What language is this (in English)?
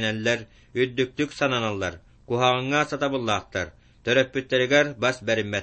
Yakut